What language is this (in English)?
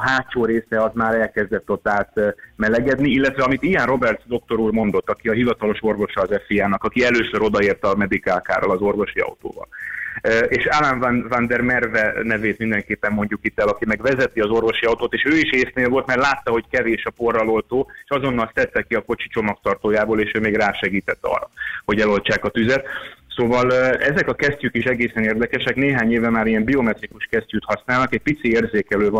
Hungarian